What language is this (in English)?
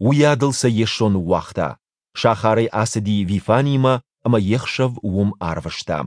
Ossetic